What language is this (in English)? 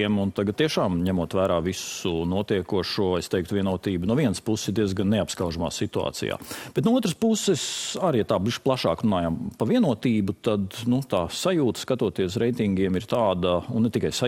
Latvian